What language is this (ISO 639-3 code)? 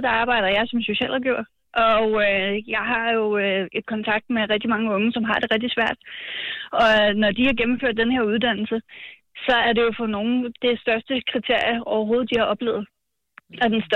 dan